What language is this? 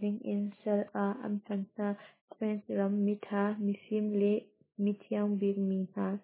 Hakha Chin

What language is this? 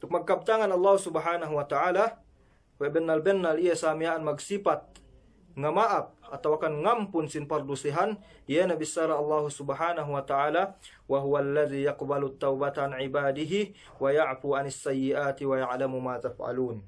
Yakan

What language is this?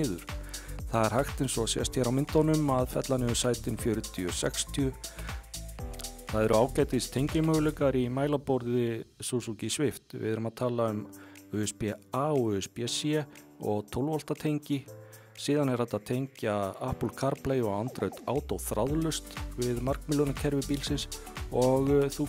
Icelandic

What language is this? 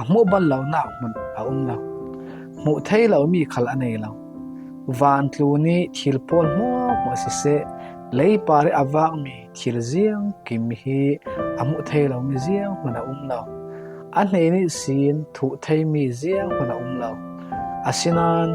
Falam Chin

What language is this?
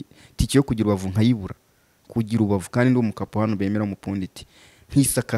Kinyarwanda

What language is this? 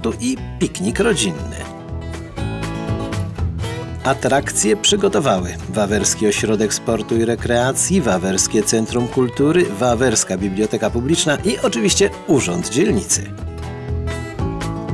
Polish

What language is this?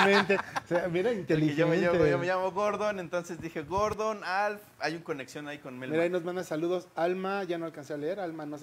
Spanish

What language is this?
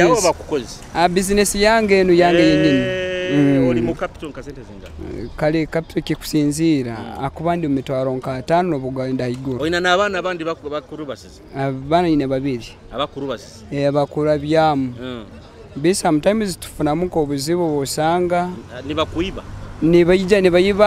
Nyoro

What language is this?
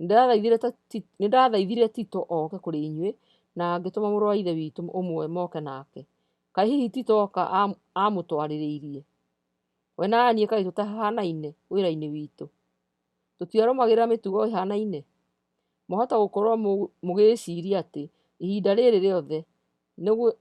Kikuyu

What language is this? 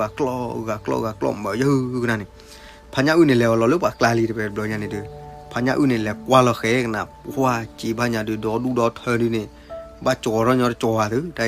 S'gaw Karen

